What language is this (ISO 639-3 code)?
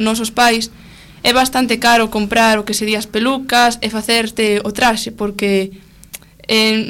glg